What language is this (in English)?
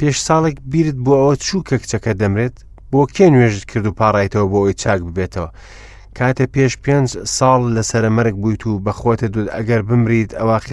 Central Kurdish